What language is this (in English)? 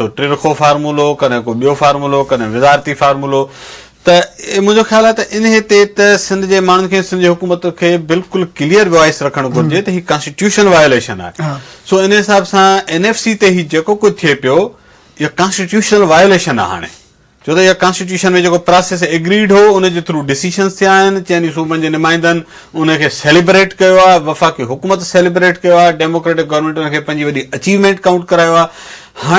Sindhi